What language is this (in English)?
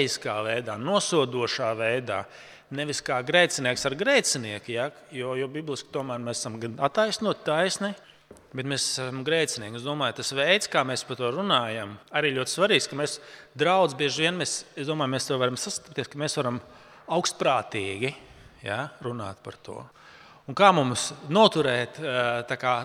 Latvian